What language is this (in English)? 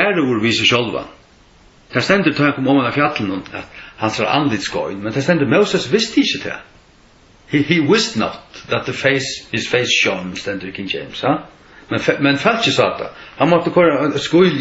Faroese